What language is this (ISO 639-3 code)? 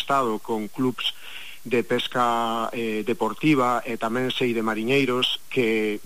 glg